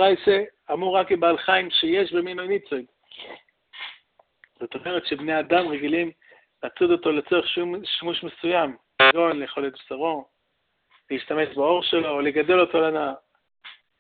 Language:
Hebrew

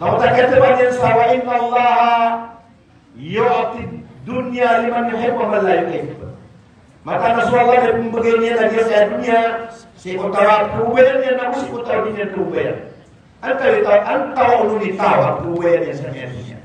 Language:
Maranao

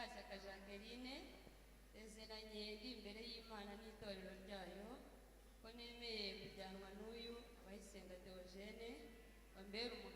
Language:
Kinyarwanda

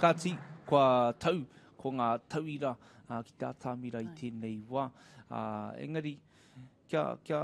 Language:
Māori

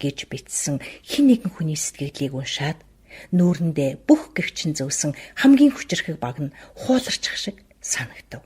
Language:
Mongolian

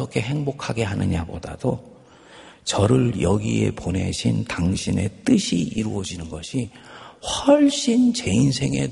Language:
Korean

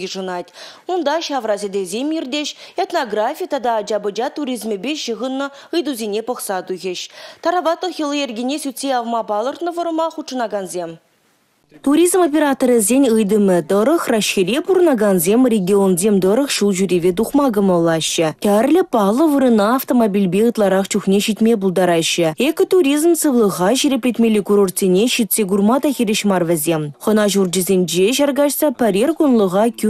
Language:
Chuvash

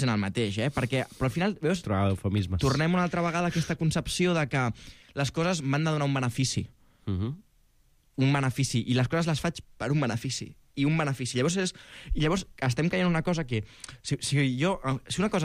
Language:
Catalan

